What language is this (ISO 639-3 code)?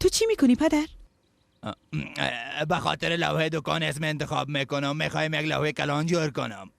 fas